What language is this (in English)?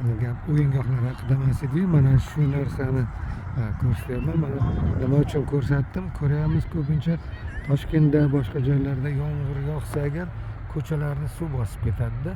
Uzbek